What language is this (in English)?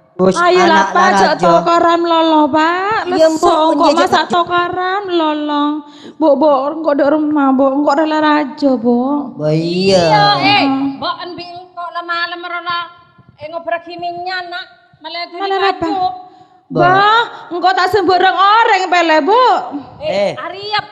Madurese